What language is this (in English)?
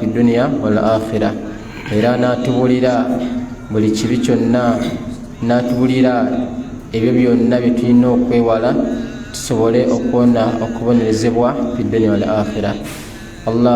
Ganda